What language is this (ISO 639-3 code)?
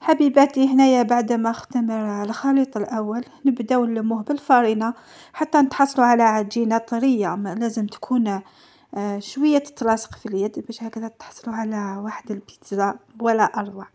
arq